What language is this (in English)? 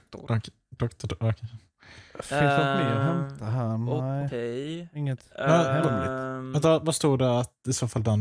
Swedish